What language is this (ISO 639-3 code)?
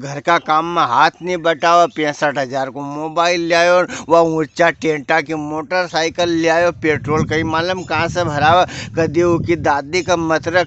raj